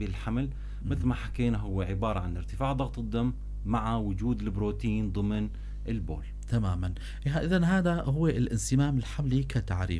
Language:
North Levantine Arabic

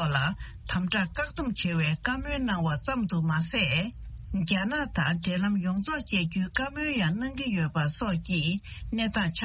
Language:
Tibetan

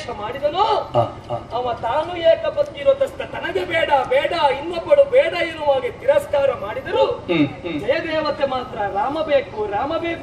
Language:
Kannada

